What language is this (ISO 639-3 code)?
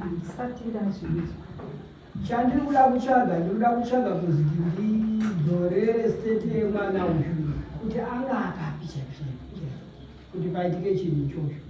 sna